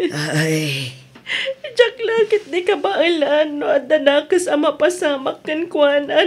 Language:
Iloko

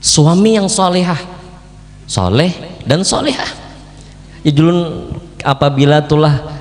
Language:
Banjar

